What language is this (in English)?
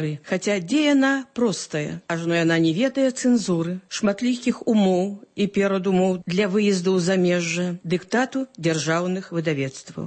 Belarusian